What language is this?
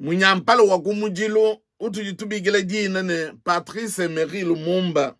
Luba-Lulua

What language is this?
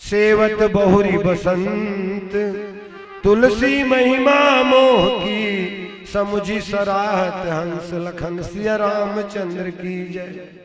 Chhattisgarhi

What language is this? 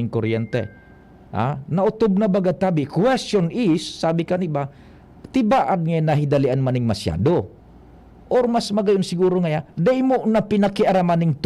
Bikol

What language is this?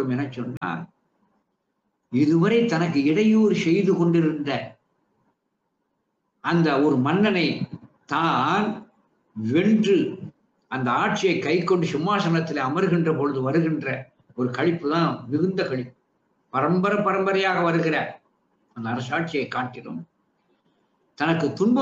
Tamil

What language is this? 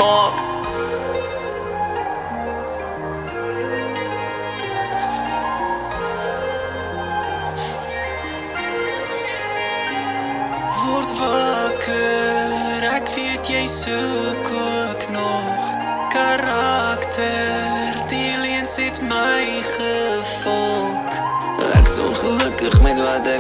Afrikaans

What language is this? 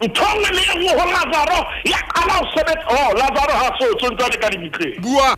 Southern Sotho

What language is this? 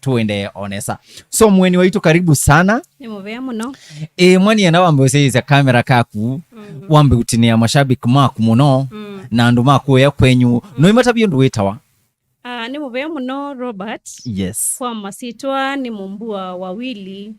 Kamba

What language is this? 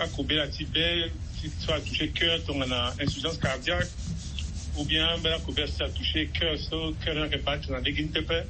Sango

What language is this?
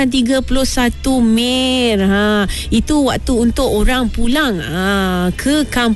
Malay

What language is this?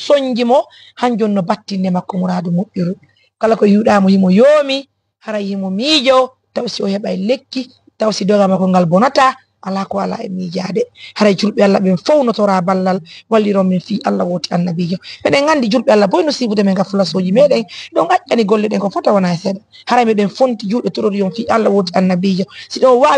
Fula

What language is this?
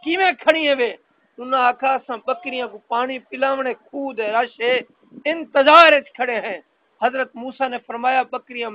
Saraiki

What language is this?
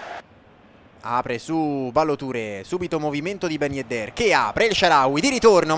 Italian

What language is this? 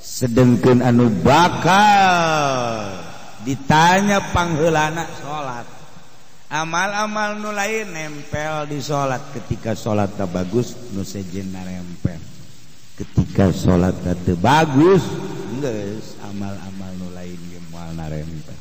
Sundanese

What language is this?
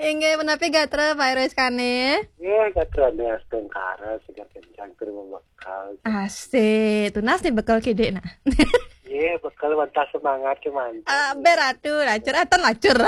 Balinese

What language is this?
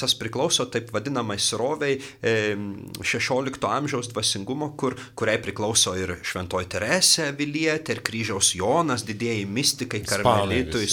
Lithuanian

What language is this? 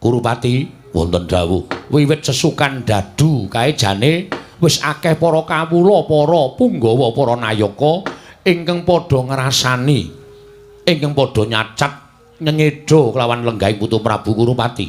Javanese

